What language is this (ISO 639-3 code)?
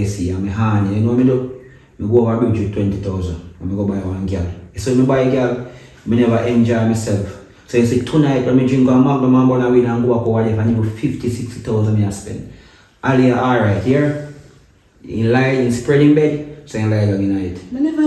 jam